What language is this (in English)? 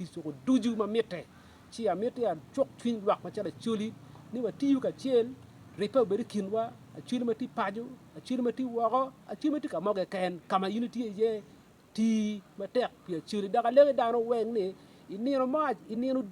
Acoli